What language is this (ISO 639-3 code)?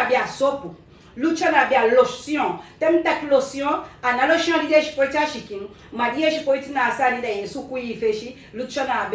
srn